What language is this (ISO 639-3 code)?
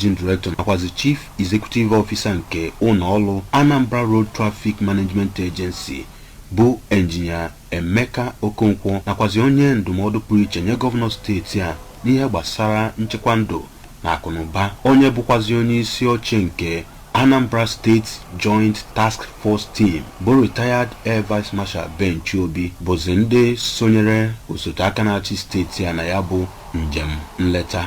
ibo